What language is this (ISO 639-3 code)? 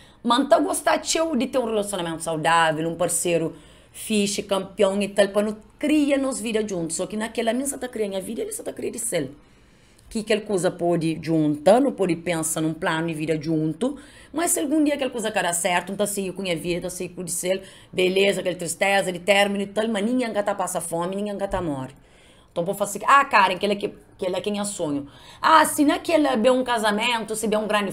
kea